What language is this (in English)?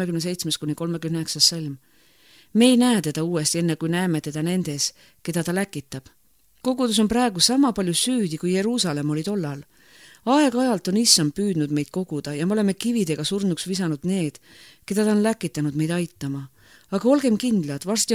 Estonian